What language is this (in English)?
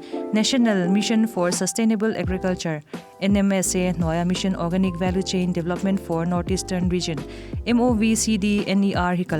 Mizo